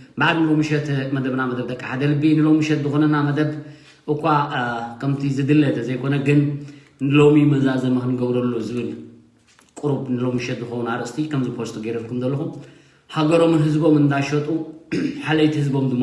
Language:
Tigrinya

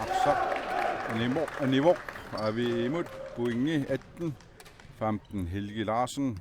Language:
Kalaallisut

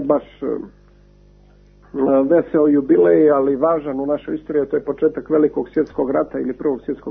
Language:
Serbian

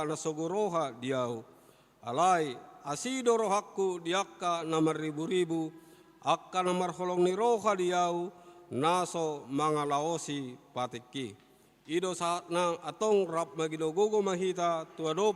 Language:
Batak Toba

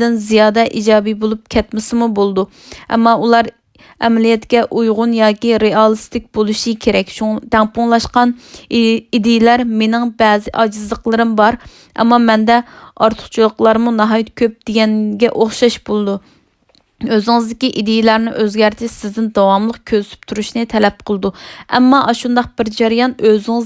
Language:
Uyghur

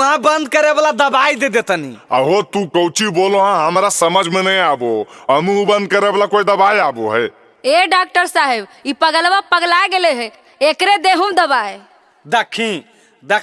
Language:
Magahi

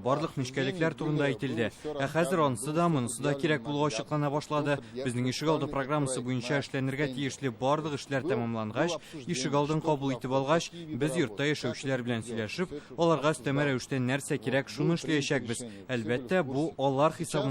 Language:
Tatar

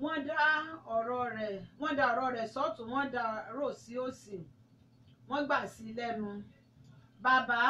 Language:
Yoruba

